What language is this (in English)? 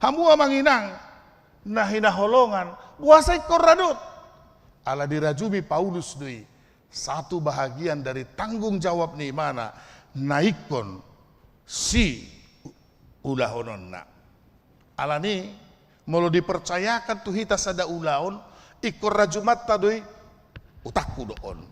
Batak Toba